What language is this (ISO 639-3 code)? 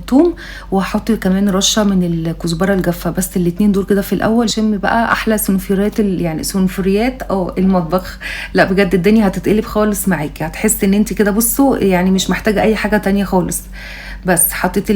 arz